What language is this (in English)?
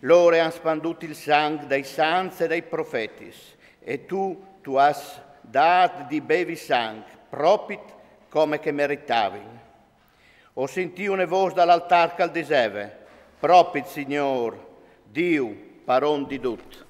Friulian